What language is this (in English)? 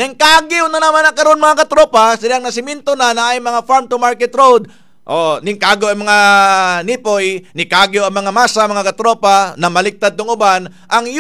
Cebuano